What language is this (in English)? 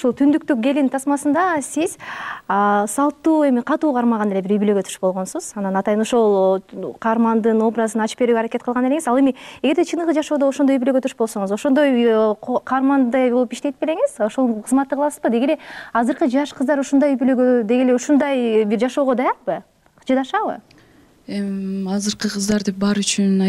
Kyrgyz